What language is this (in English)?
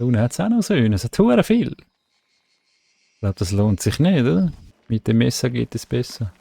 Swiss German